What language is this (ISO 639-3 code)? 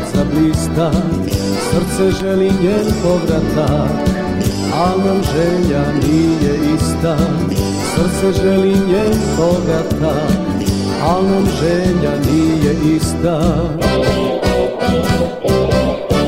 srp